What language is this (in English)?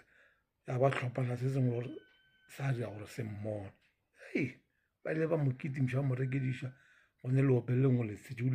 Northern Sotho